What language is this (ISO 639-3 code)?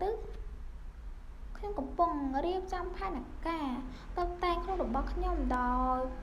khm